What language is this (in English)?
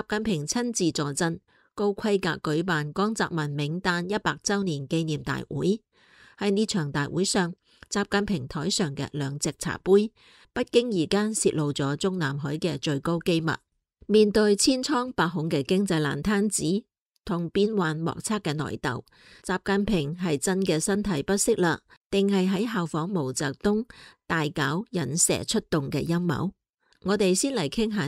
Cantonese